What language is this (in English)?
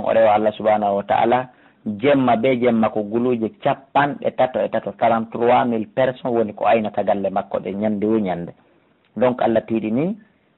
Fula